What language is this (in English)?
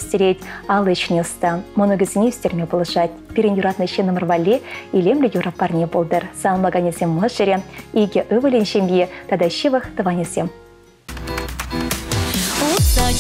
Chuvash